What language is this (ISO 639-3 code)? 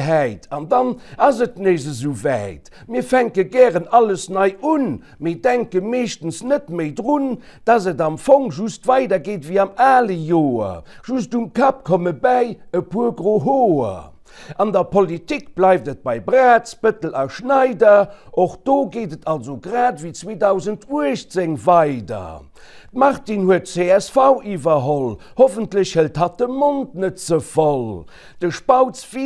ltz